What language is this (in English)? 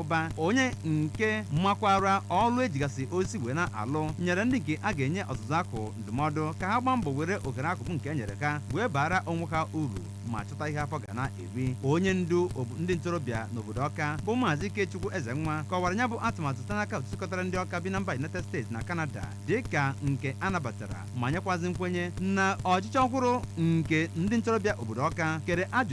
Igbo